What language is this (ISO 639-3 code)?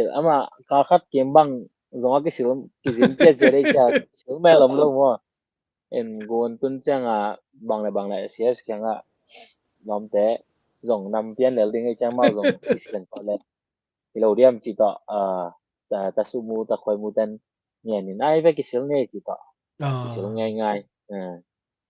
ctd